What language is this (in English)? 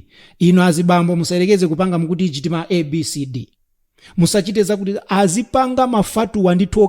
Nyanja